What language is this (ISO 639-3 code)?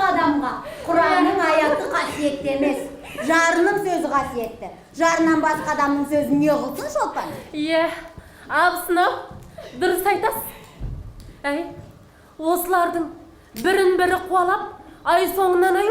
kaz